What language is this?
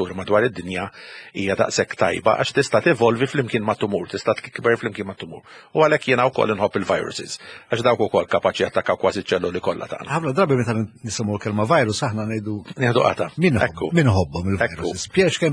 Maltese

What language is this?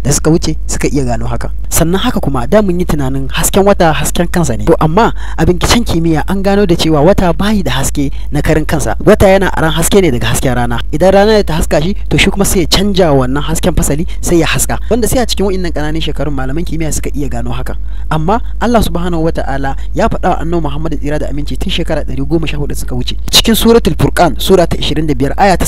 Hausa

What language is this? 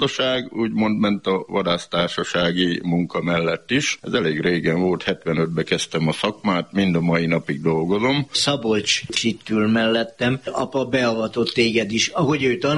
Hungarian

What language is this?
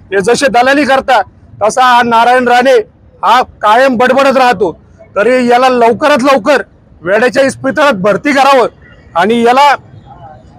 Marathi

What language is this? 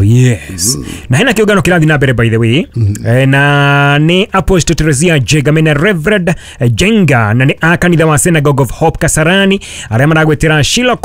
Kikuyu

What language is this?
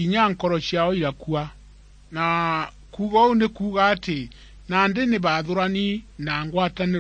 Meru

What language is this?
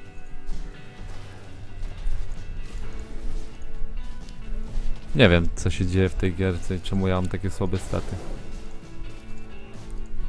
Polish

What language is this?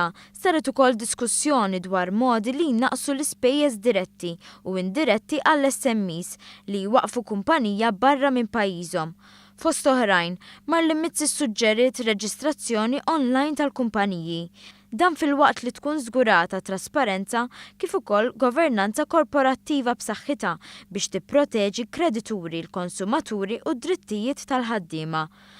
Maltese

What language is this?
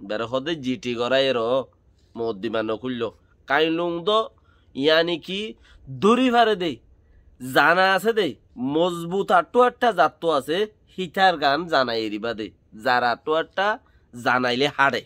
Rohingya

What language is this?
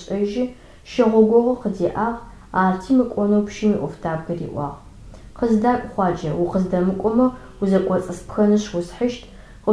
Adyghe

